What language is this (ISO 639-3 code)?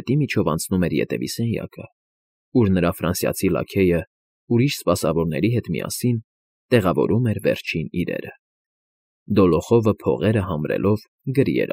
hye